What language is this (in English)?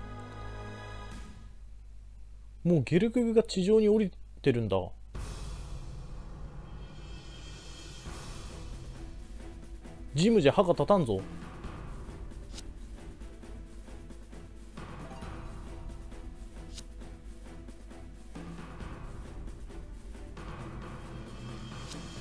Japanese